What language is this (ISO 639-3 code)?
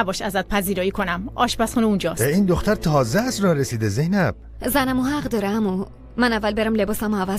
fas